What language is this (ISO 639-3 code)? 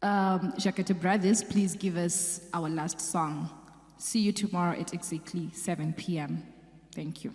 sna